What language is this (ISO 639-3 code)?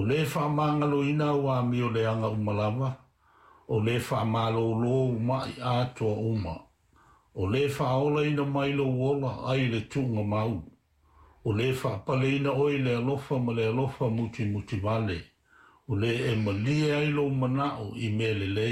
smo